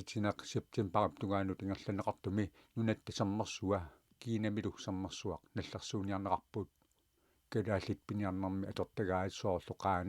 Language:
Kalaallisut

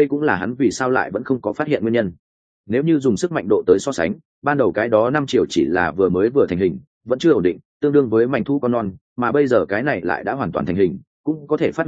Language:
Vietnamese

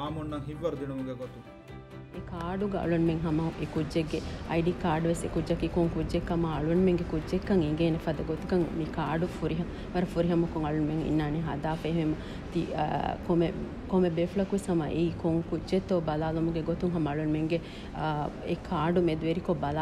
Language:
Divehi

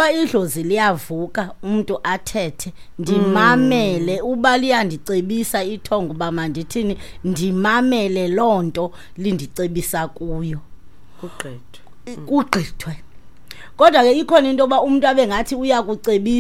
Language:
Xhosa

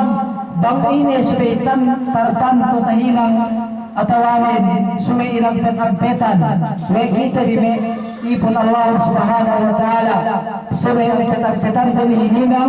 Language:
Yakan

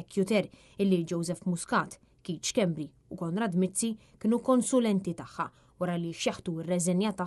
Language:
Maltese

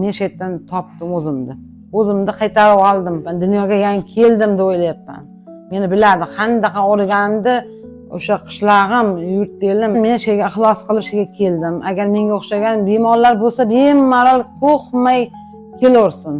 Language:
Uzbek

